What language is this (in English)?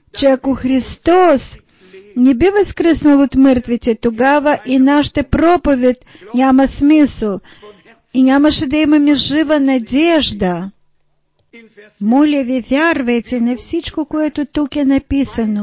Bulgarian